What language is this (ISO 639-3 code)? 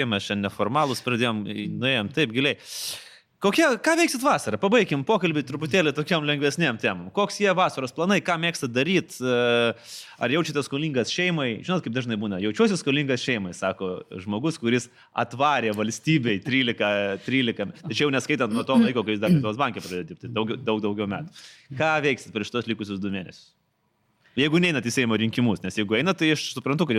lit